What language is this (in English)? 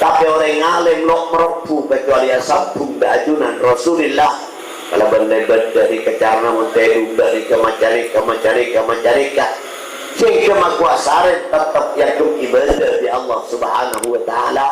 Madurese